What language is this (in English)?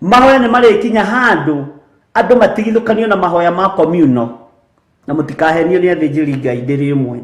Kikuyu